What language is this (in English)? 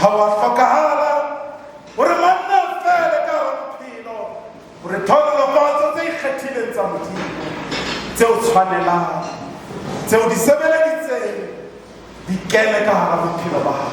Southern Sotho